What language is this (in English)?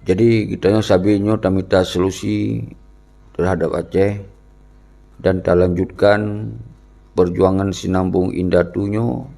Achinese